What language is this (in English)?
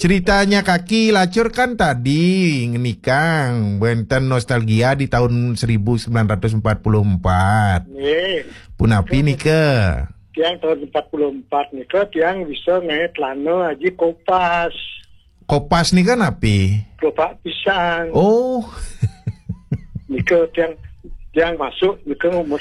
Balinese